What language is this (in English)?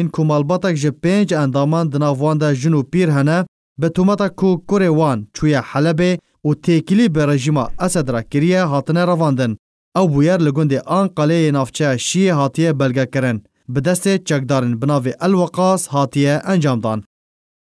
Kurdish